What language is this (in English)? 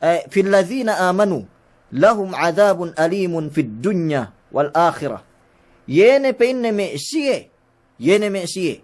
Yakan